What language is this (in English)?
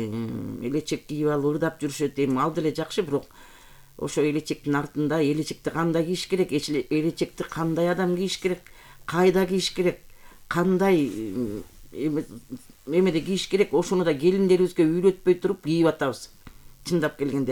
Kyrgyz